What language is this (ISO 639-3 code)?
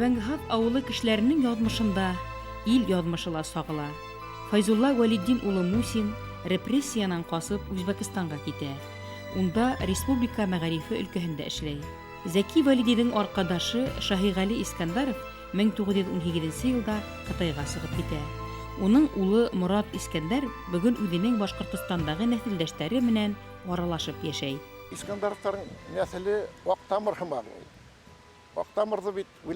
bak